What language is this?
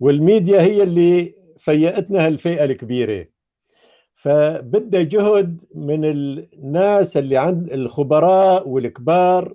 North Levantine Arabic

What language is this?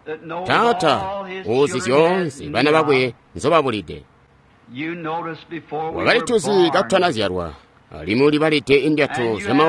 Tonga (Zambia)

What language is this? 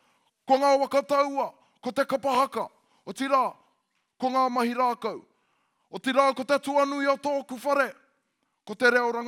Māori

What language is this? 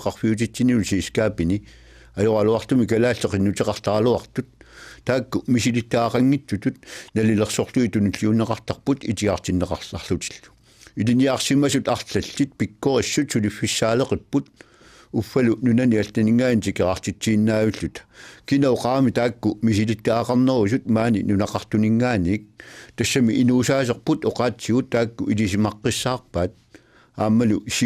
Kalaallisut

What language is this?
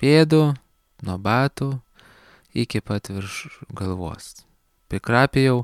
Lithuanian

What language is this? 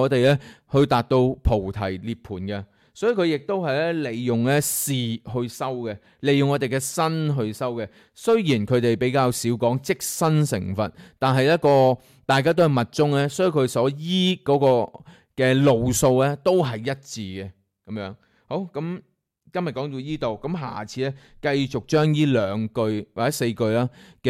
Cantonese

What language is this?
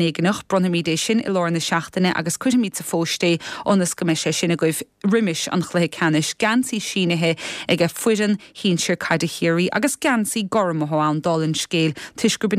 Irish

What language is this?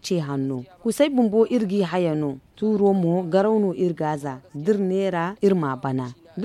Zarma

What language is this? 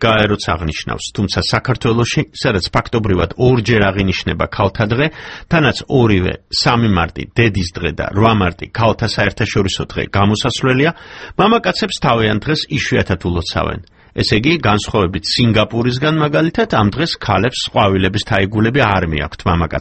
Georgian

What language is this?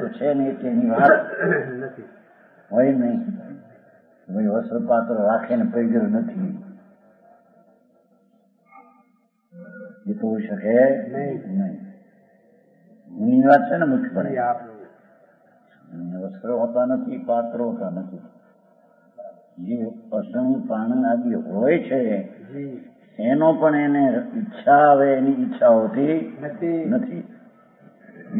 Gujarati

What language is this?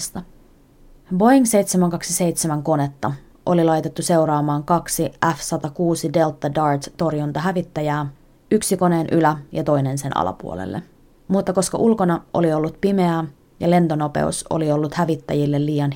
Finnish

